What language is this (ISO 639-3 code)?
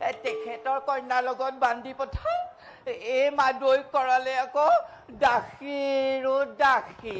asm